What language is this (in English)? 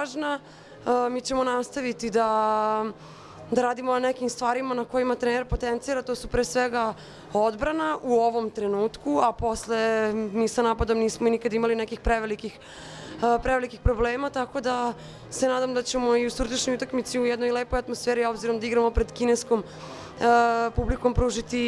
Serbian